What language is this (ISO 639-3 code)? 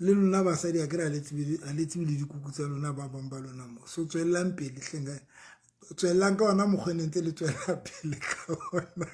sot